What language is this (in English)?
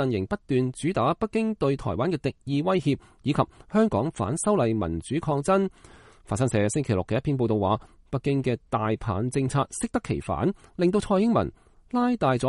Cantonese